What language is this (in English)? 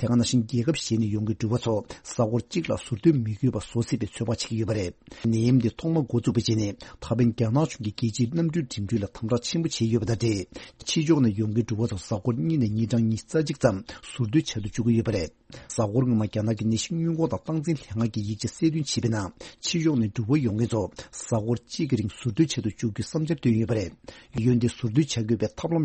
Tibetan